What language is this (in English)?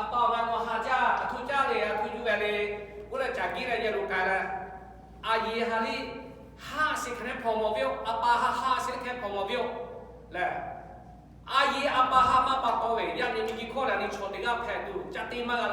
Lahu